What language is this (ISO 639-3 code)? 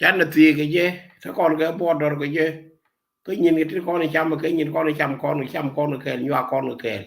nus